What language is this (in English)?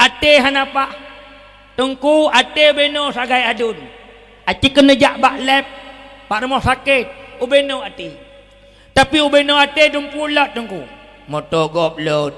Achinese